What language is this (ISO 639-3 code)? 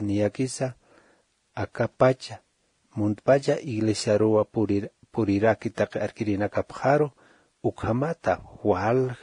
aym